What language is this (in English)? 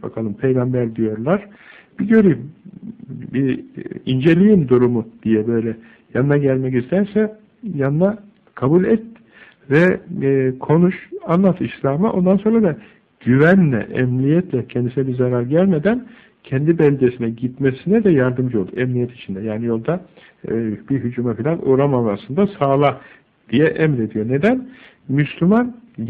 Turkish